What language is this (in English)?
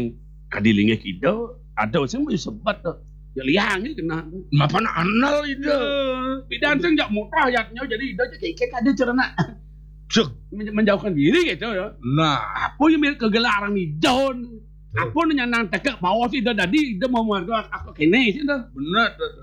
Balinese